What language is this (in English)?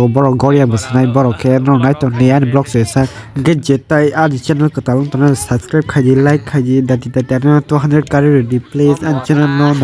Kok Borok